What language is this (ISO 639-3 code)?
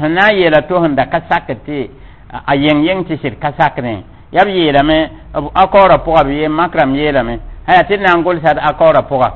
mos